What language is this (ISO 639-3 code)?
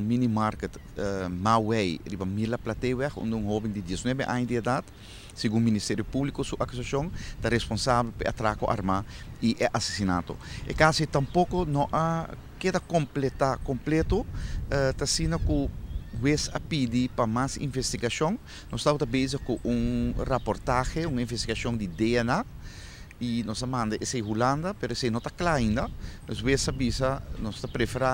pap